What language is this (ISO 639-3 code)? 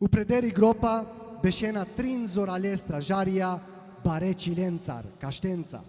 rmn